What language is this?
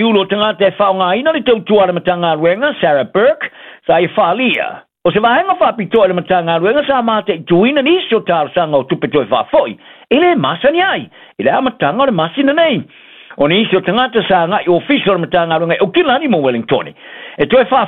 Samoan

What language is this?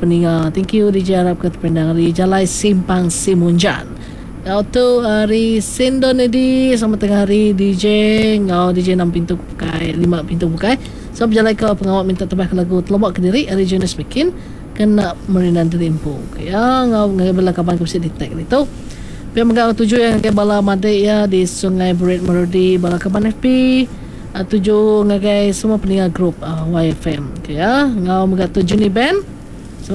Iban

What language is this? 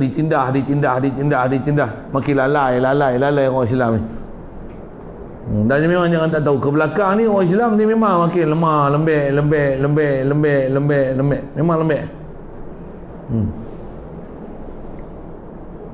Malay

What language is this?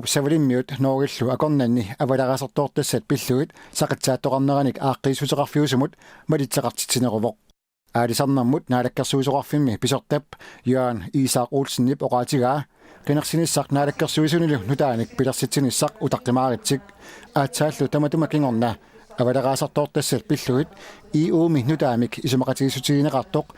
Kalaallisut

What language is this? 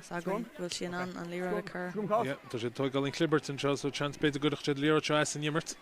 Irish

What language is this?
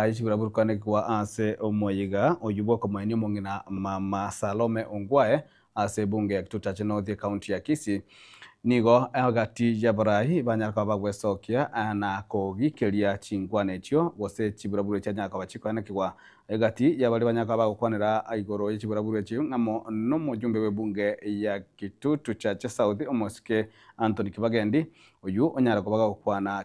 Gusii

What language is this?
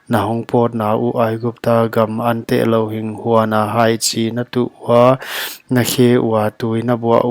Paite Chin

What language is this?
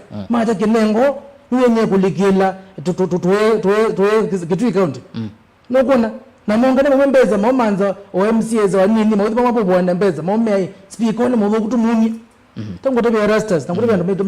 Kamba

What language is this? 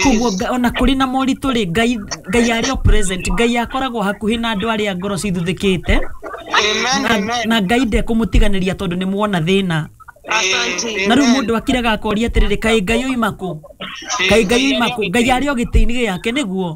Kikuyu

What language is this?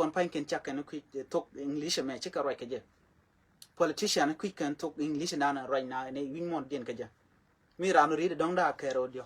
Nuer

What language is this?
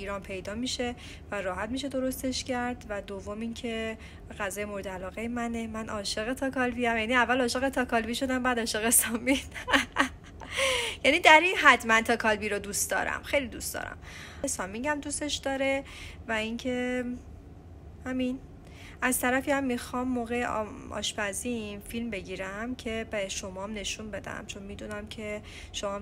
Persian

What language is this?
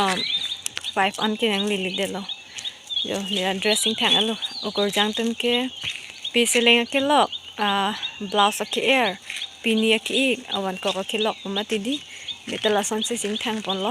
Karbi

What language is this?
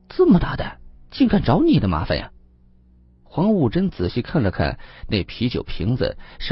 Chinese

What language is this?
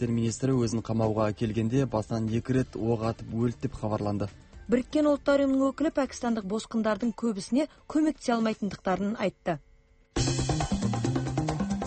Kazakh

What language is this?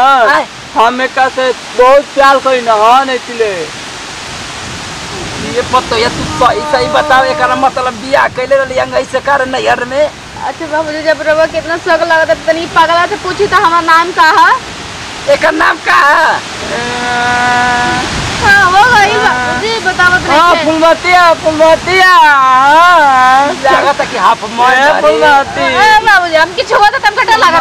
Bhojpuri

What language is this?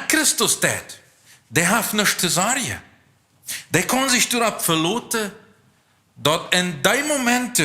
Plautdietsch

